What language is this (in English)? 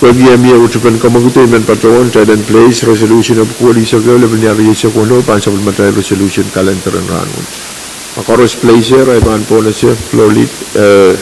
Pohnpeian